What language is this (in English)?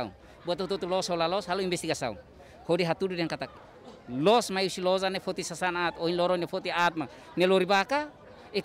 Tetum